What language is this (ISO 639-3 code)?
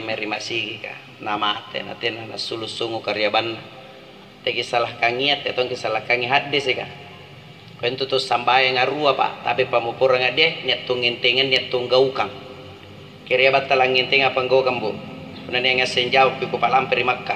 mak